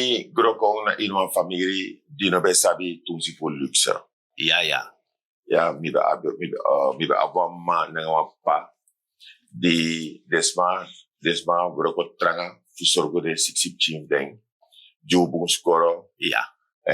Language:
Sranan Tongo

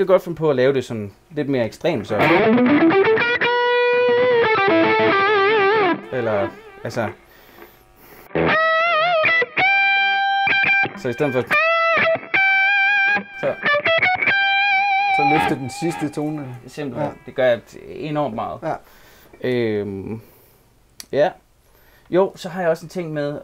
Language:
Danish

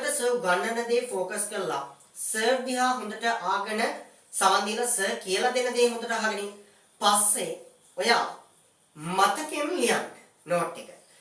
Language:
Sinhala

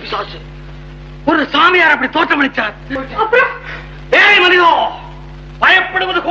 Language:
Tamil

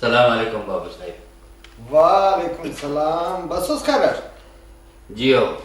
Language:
Brahui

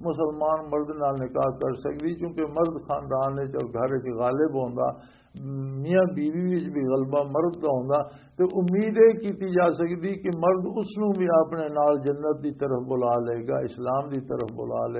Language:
Western Panjabi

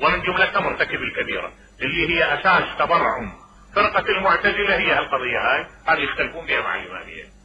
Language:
Mesopotamian Arabic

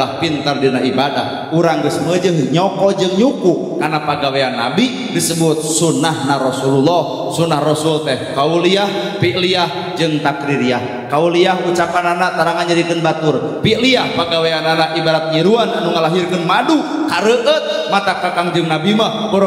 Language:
Sundanese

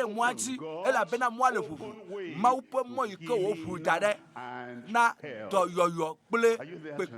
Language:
Ewe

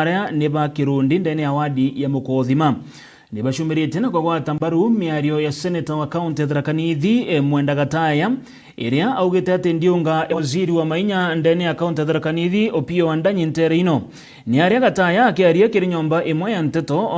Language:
Meru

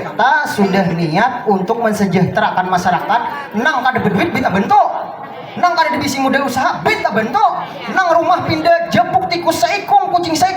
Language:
Banjar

